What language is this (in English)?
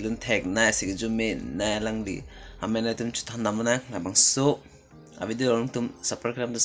Karbi